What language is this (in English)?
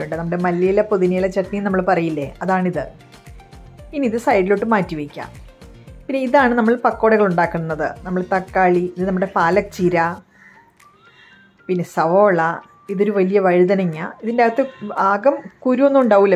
Malayalam